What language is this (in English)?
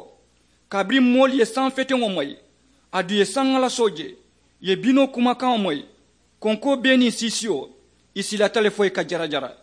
Mandingo